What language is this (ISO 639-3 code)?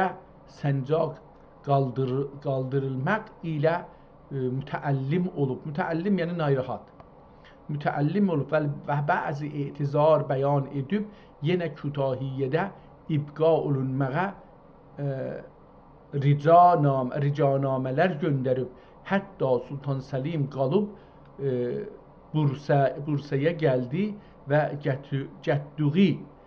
azb